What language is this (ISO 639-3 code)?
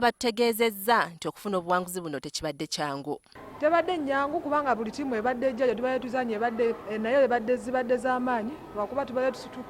lug